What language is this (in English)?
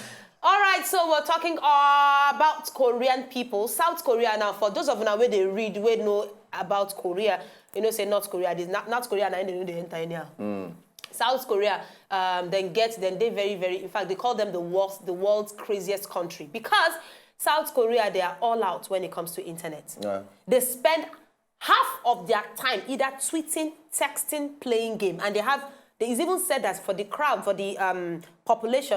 Nigerian Pidgin